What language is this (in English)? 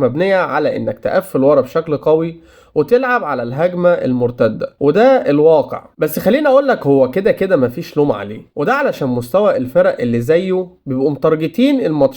Egyptian Arabic